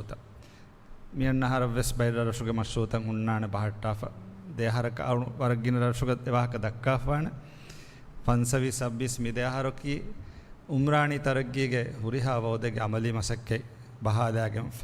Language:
Divehi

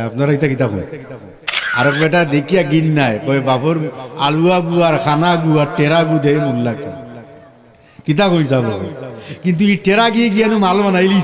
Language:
Sylheti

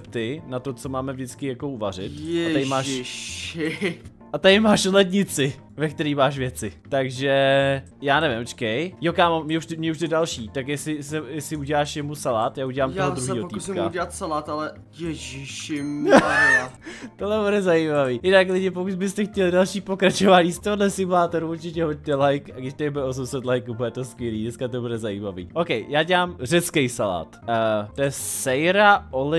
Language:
Czech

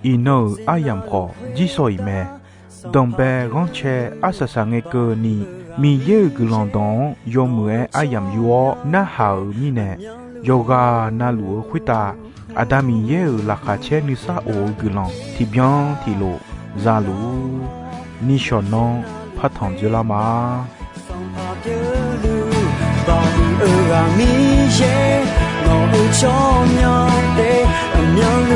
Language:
Akha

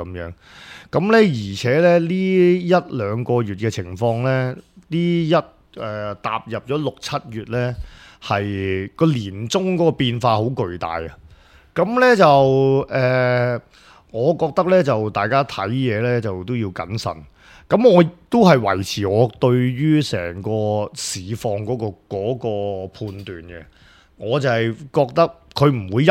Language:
Cantonese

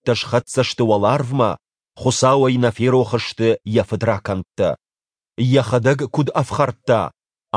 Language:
Ossetic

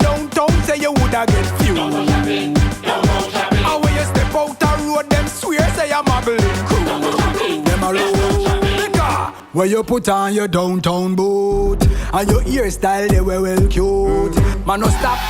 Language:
Jamaican Creole English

